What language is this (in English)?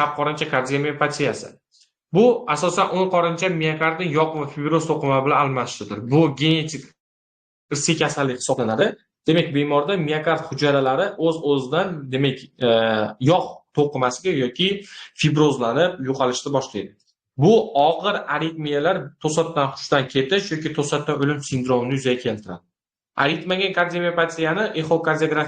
Uzbek